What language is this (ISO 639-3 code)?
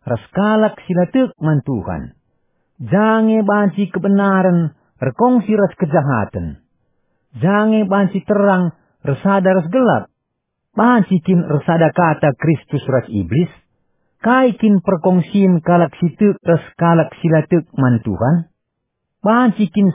btx